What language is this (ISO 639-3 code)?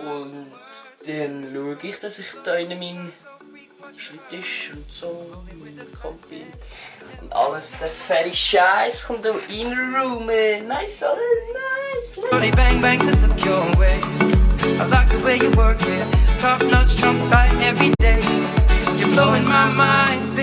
gsw